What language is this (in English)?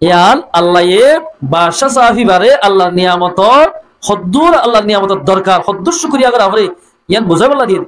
Rohingya